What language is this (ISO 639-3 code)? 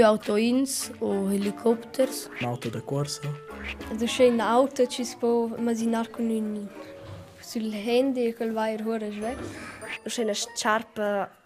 roh